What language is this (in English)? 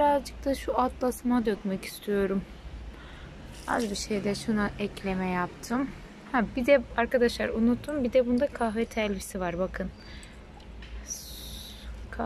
Turkish